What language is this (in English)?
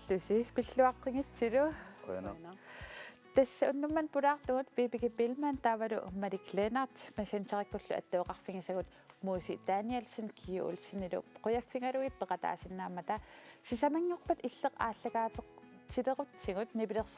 Kalaallisut